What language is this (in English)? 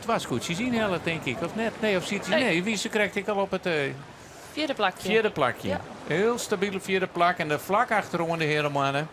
Western Frisian